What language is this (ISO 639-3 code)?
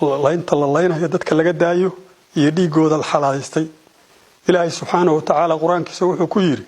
som